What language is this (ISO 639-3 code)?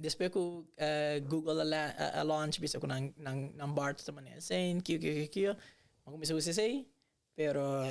pap